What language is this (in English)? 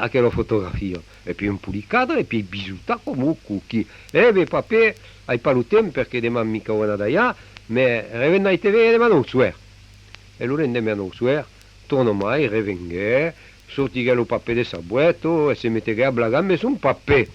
Occitan